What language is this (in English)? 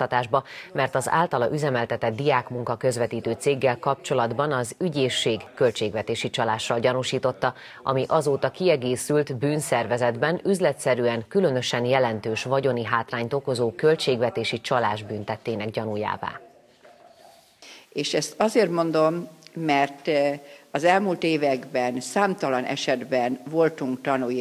Hungarian